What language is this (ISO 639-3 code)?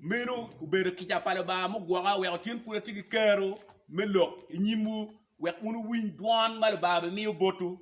ach